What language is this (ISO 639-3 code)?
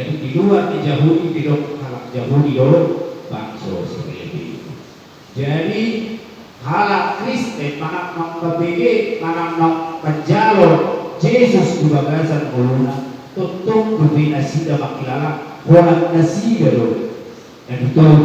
bbc